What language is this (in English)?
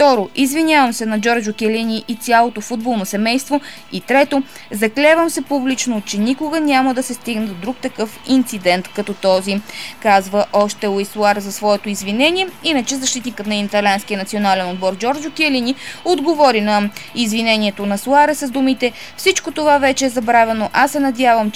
Bulgarian